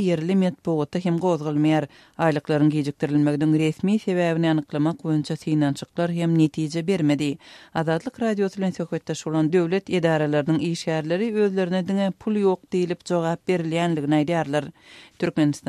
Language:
Turkmen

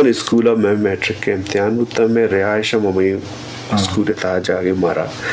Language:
Eastern Balochi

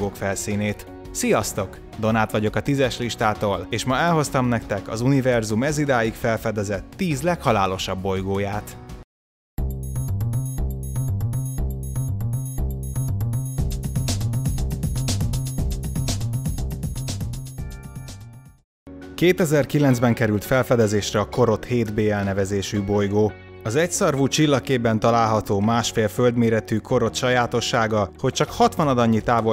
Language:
Hungarian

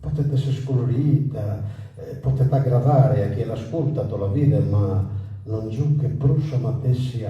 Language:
Sardinian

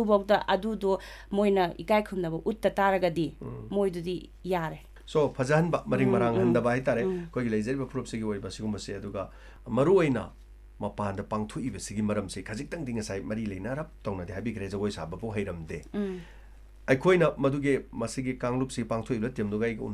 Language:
Manipuri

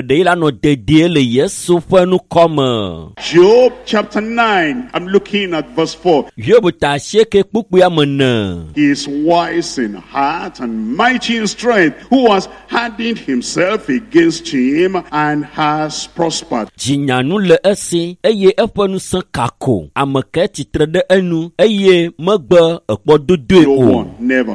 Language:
Ewe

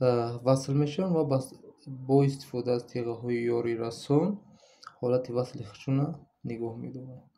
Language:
Tajik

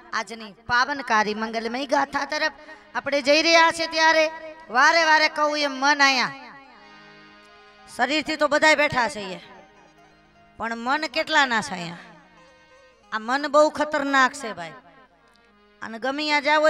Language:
Gujarati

